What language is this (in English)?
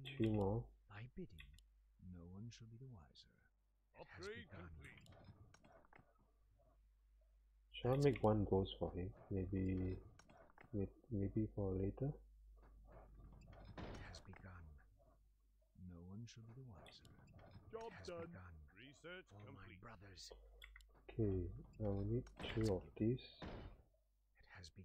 English